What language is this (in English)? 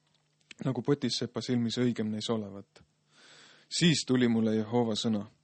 Estonian